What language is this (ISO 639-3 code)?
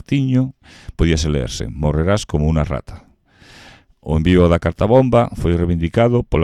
glg